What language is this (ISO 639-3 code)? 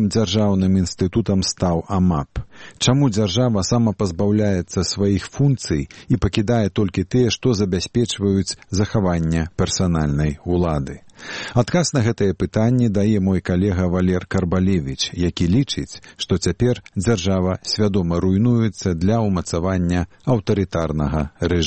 bel